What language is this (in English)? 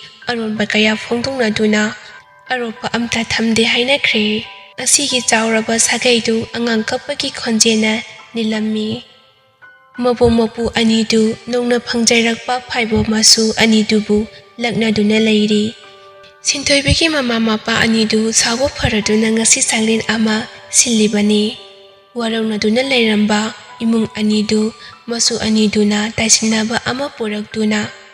Manipuri